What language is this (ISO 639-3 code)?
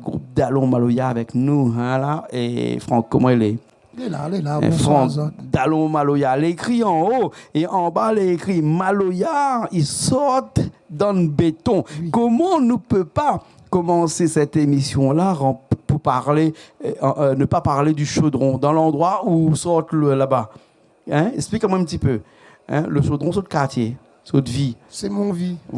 rcf